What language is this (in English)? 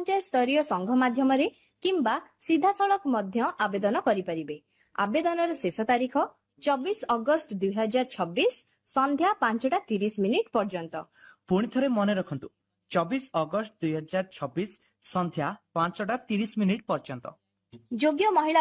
Odia